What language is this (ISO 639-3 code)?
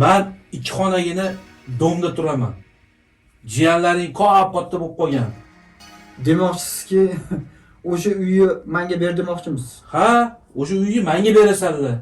uzb